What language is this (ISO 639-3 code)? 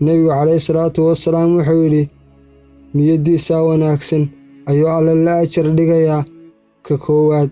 som